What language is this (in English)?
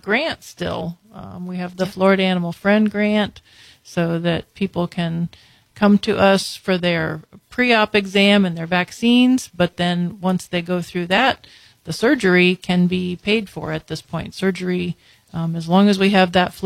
English